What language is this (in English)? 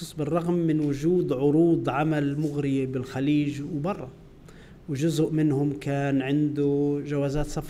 North Levantine Arabic